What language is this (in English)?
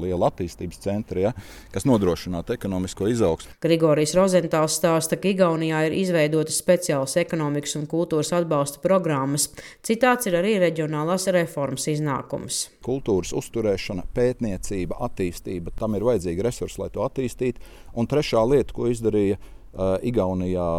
Latvian